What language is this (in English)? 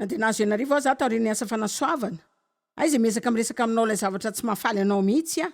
Malagasy